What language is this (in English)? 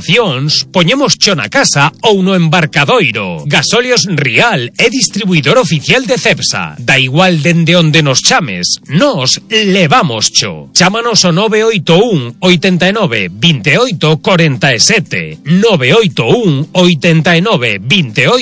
Galician